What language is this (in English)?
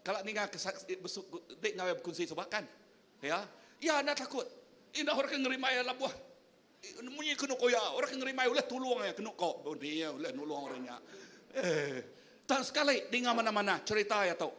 Iban